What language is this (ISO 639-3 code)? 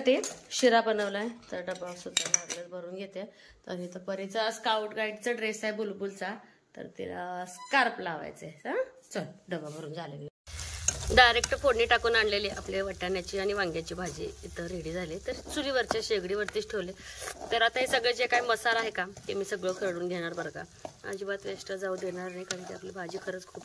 mar